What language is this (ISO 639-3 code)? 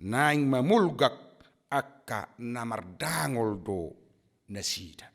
bbc